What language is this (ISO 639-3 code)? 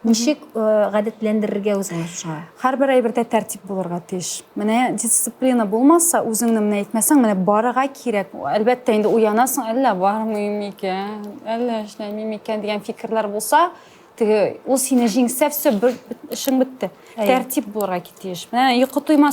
tat